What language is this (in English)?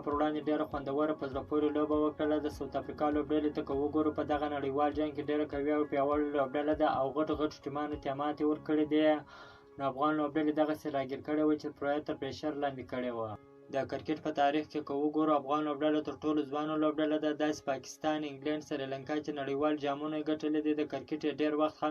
Pashto